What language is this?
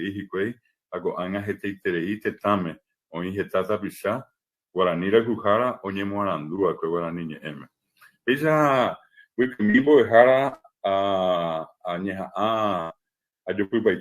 Guarani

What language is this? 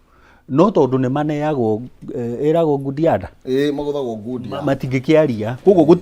Kikuyu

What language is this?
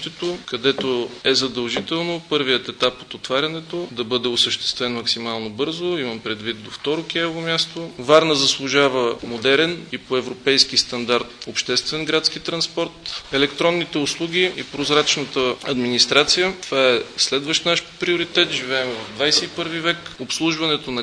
Bulgarian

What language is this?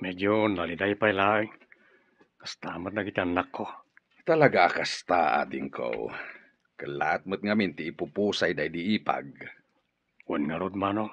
Iloko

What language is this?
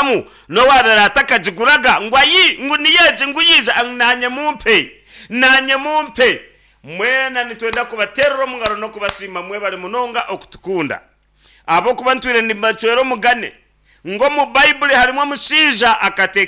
Nyankole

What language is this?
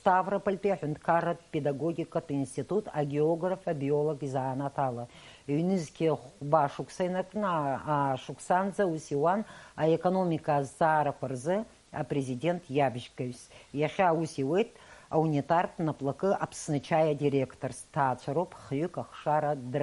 Abkhazian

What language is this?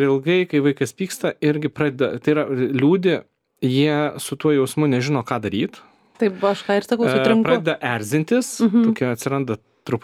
Lithuanian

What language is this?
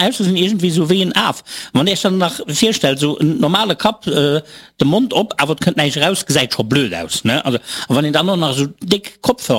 Luxembourgish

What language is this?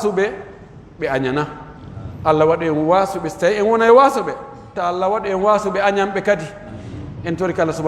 Pular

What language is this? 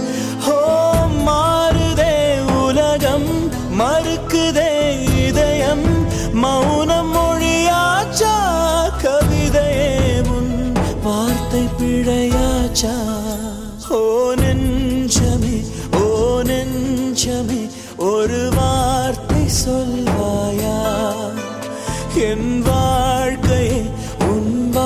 Tamil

